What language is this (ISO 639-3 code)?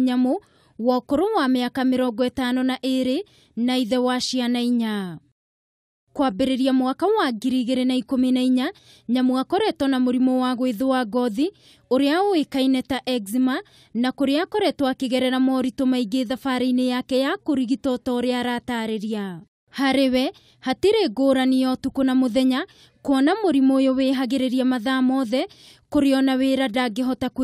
kik